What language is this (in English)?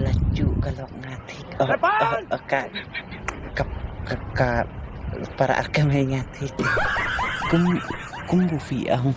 Khasi